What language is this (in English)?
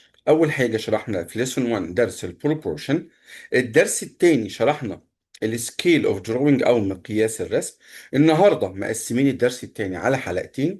Egyptian Arabic